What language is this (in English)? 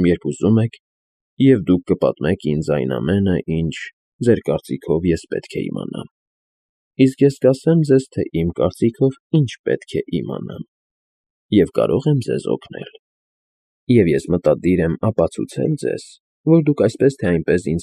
Armenian